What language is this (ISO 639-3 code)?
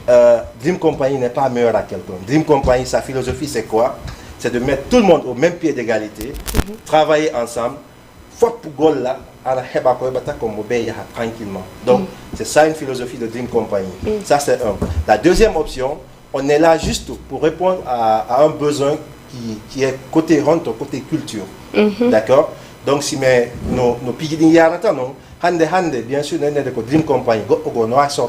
ful